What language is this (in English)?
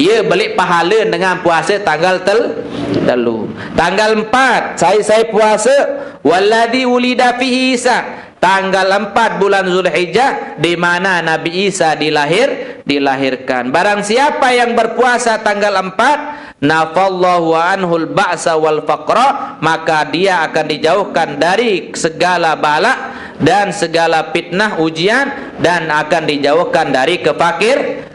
Sasak